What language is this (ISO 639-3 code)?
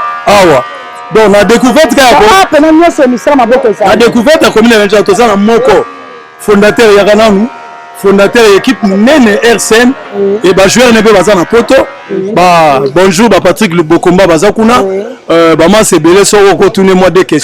lin